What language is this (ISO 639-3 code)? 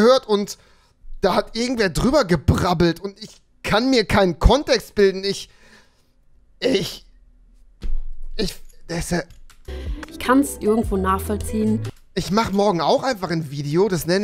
deu